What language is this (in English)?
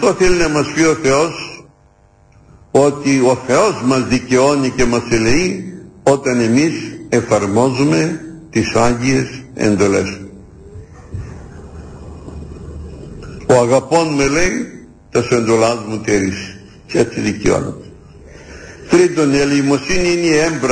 Greek